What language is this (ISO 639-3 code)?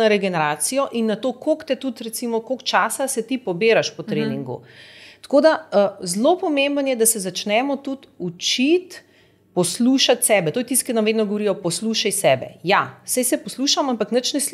slv